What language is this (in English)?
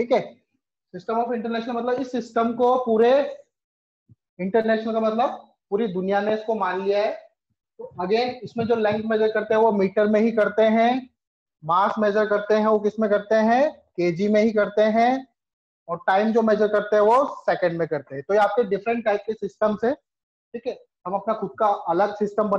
Hindi